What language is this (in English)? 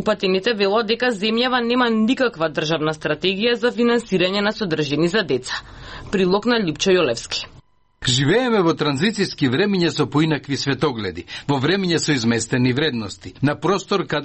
Macedonian